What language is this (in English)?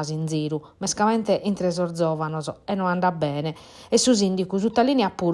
Sardinian